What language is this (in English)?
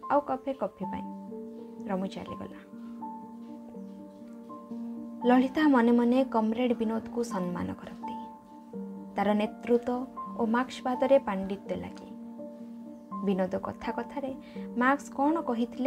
Odia